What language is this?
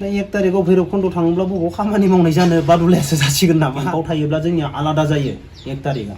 Bodo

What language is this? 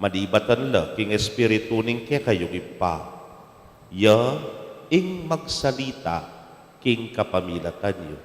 Pampanga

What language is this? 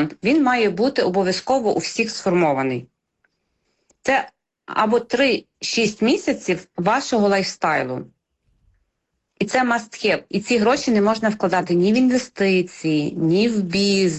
Ukrainian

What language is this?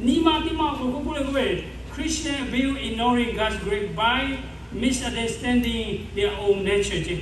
Lahu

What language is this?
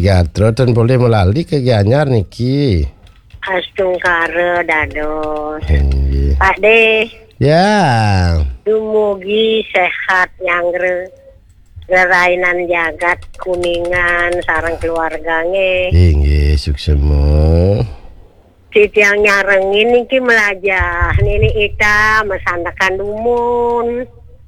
Balinese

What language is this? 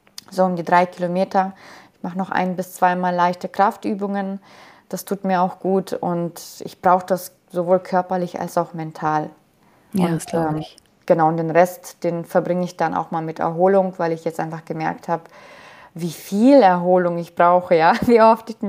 German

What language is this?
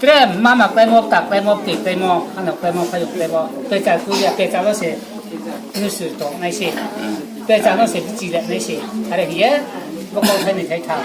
Riang (India)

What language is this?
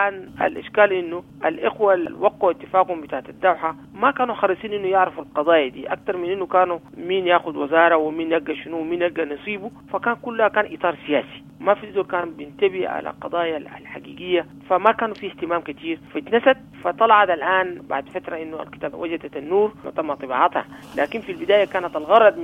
Sudanese Arabic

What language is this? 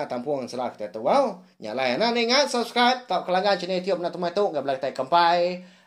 Iban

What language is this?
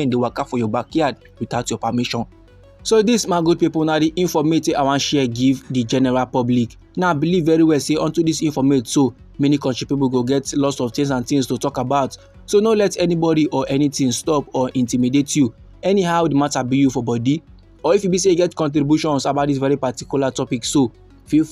Nigerian Pidgin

